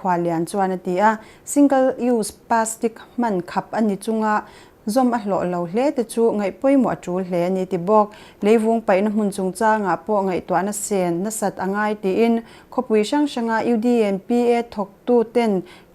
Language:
Mizo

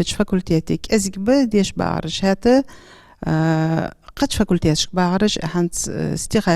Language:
Ingush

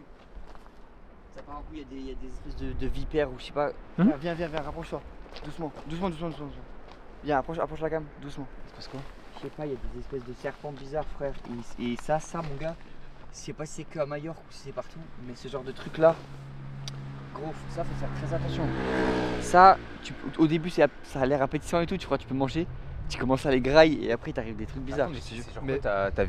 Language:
French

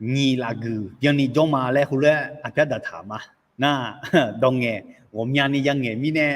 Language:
Akha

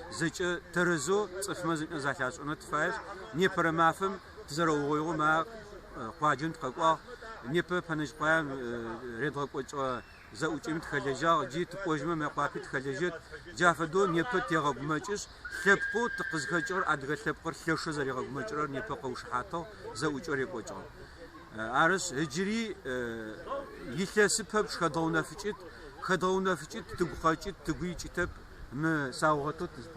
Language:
Adyghe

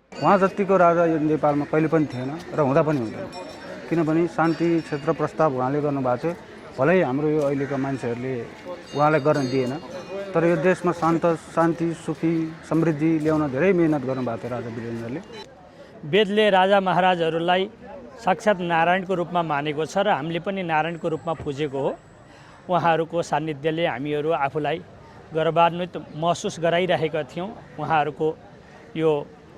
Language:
Nepali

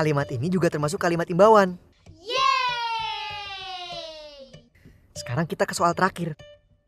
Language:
Indonesian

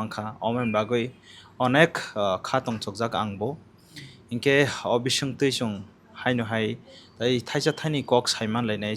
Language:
Kok Borok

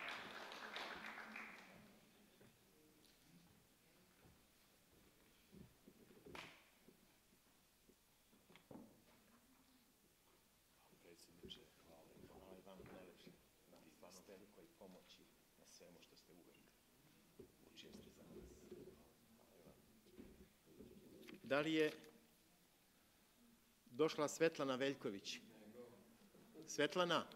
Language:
Serbian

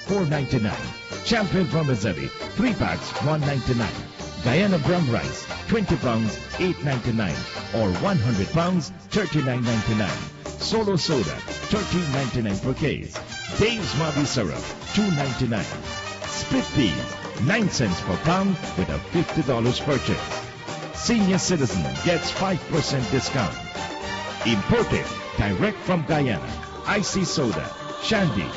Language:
English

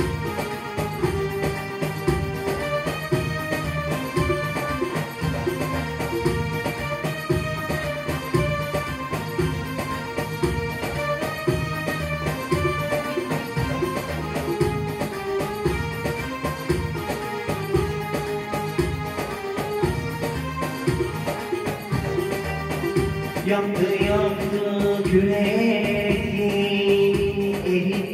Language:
Turkish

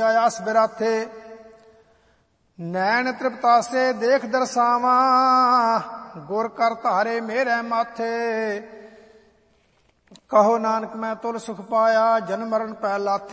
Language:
Punjabi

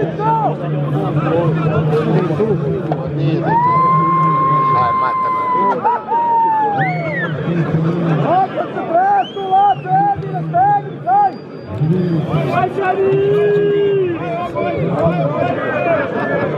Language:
Croatian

